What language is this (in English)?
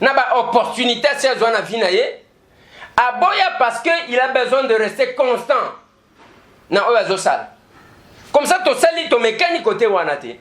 Lingala